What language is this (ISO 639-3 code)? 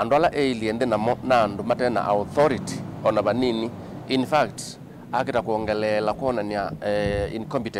kam